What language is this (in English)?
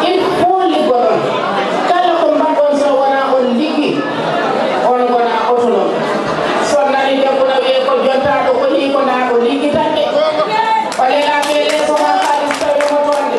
Fula